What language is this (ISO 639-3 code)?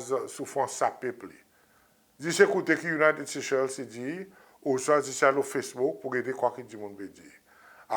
crs